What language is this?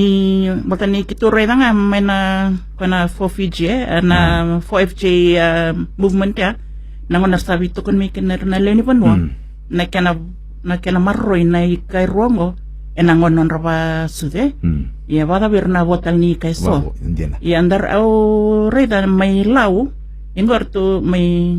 Fijian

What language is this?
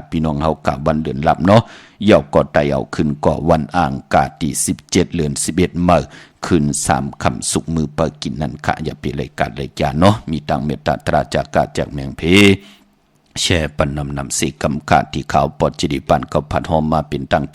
Shan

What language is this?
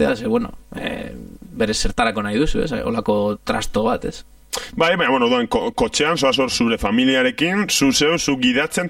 Basque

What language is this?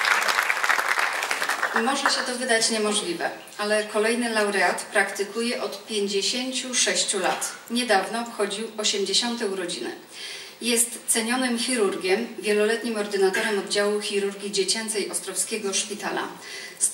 Polish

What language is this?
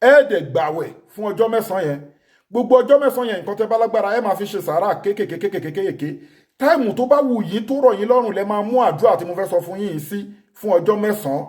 Yoruba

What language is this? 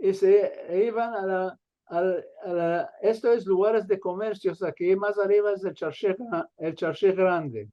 Ladino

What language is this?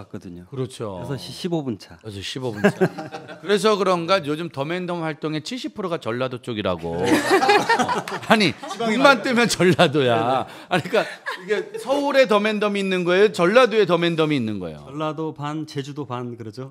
Korean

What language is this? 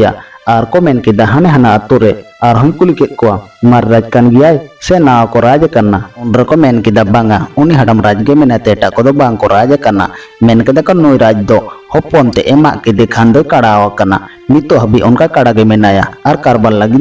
Santali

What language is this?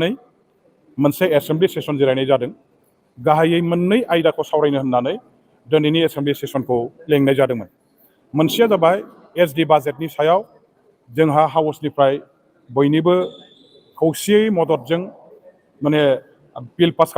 Bodo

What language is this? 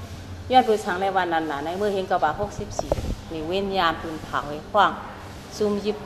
Shan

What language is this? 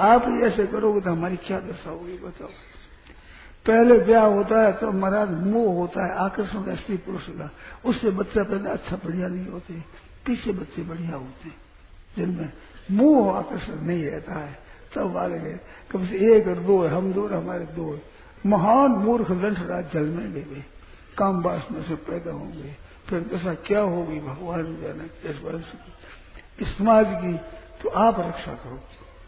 Hindi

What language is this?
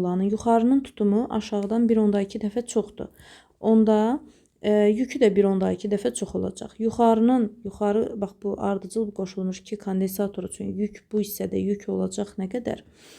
Azerbaijani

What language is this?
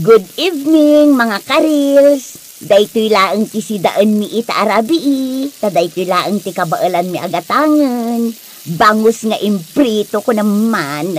Iloko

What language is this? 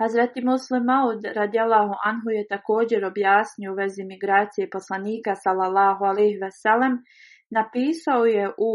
Bosnian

